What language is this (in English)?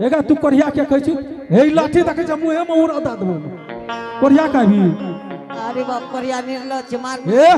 Angika